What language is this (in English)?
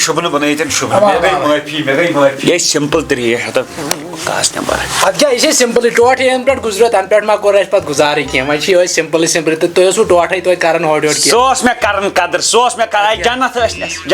Kashmiri